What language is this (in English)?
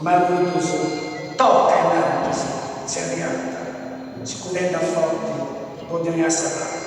Sardinian